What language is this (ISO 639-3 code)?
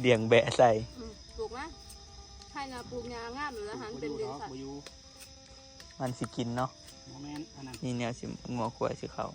tts